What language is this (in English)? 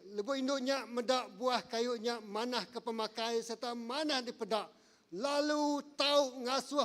Iban